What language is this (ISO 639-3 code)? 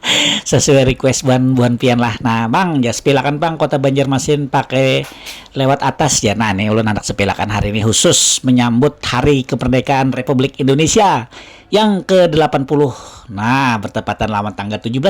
bjn